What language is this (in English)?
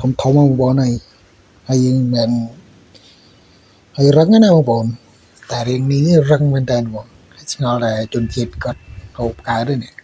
Khmer